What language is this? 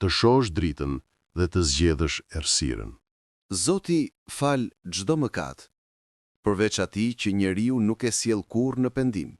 Albanian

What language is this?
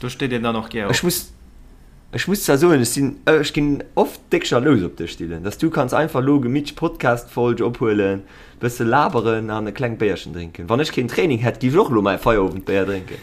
Luxembourgish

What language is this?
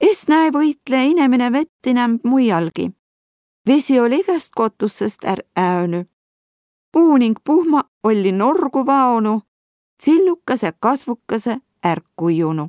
Võro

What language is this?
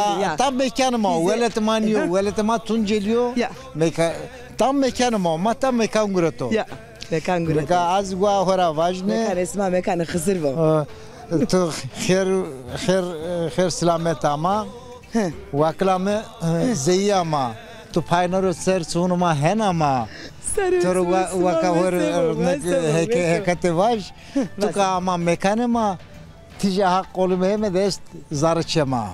Zaza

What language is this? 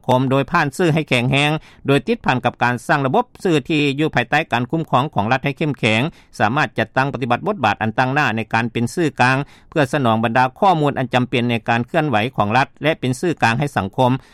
Lao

